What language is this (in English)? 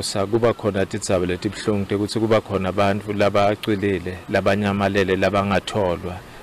Zulu